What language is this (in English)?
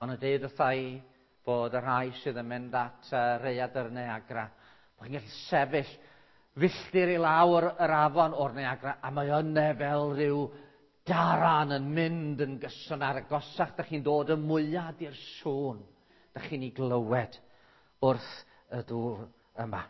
Welsh